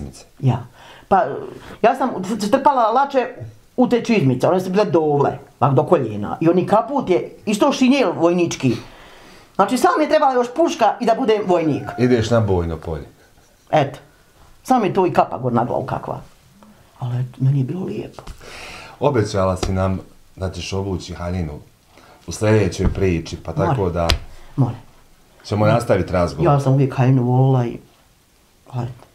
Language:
Bosnian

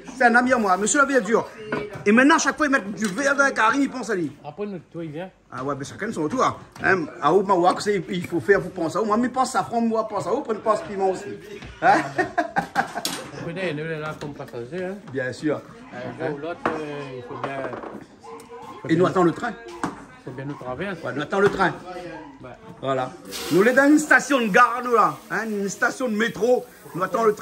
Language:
Réunion Creole French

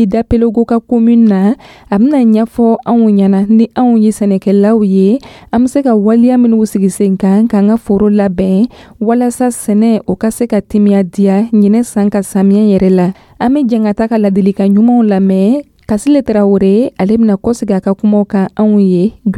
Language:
Dyula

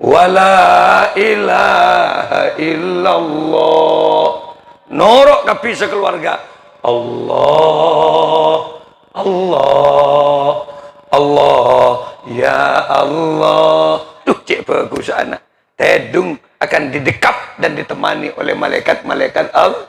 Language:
Madurese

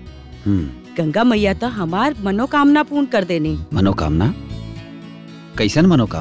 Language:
Bhojpuri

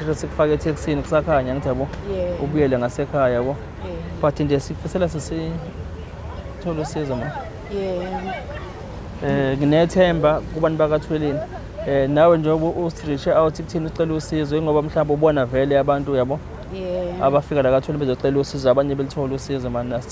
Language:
Zulu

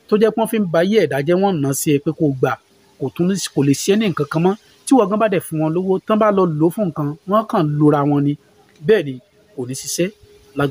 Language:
Yoruba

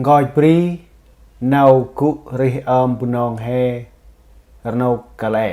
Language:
Central Mnong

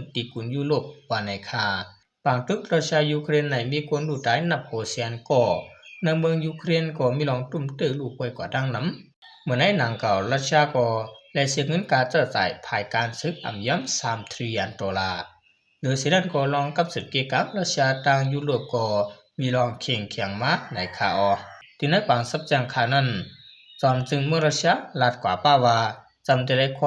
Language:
Shan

